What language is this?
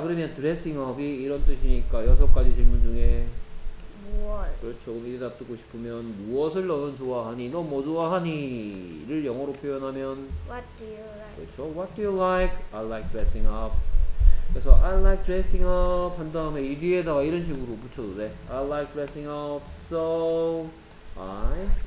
Korean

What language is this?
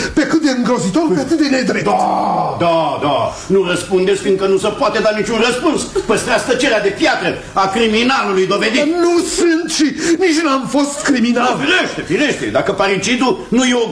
Romanian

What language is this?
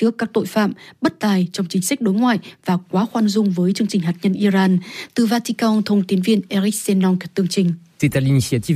Vietnamese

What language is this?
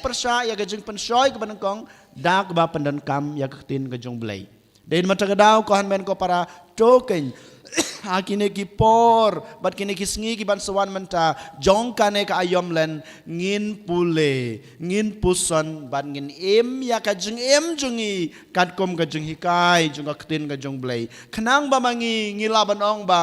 Khasi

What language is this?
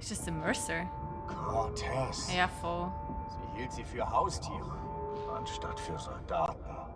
Swiss German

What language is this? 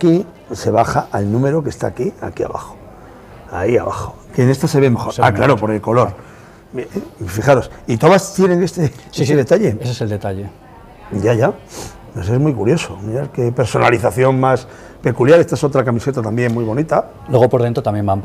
Spanish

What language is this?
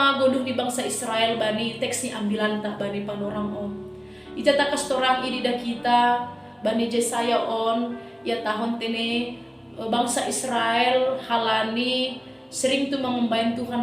Batak Simalungun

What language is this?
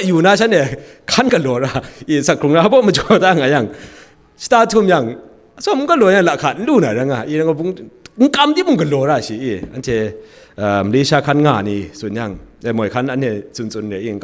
Kachin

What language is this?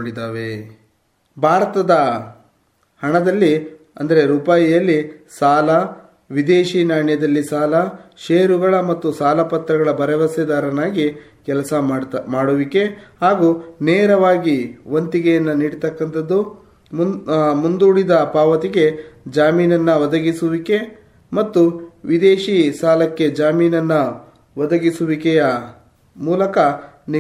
Kannada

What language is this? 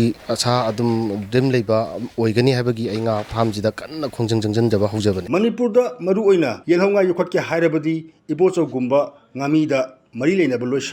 Manipuri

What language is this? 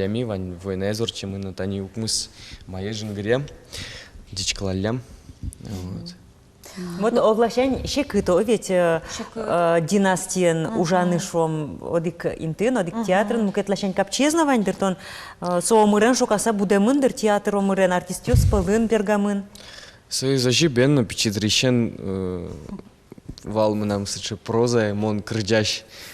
Udmurt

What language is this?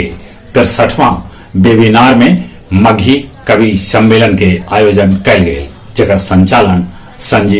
Magahi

